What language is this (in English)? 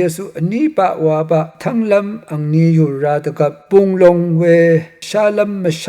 Rawang